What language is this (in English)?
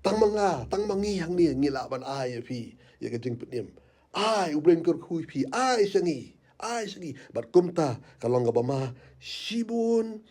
Khasi